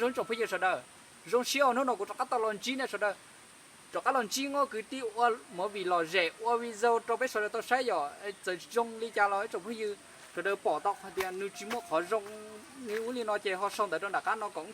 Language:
Hmong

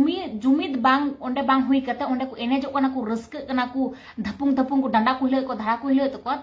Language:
Santali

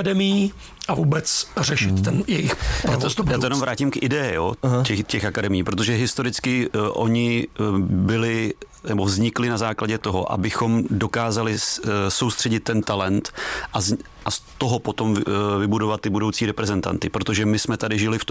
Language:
Czech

